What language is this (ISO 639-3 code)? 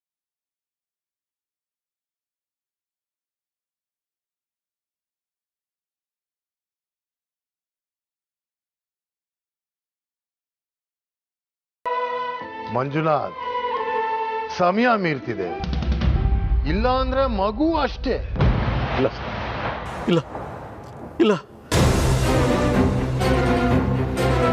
kan